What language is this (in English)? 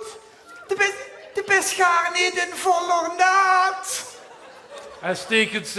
Limburgish